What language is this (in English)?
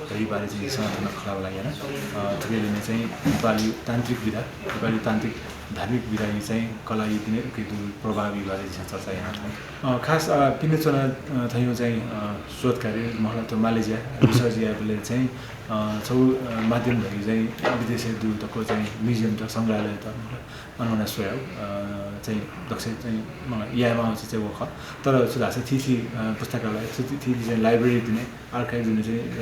Newari